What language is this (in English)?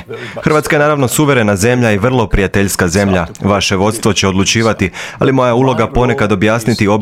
Croatian